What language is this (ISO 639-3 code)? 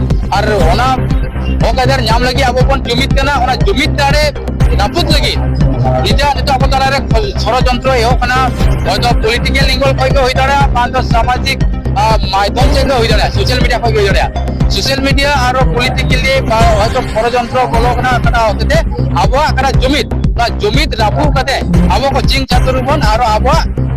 sat